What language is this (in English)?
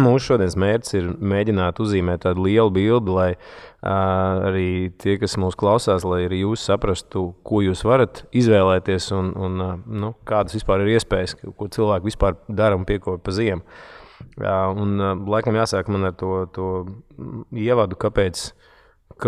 Latvian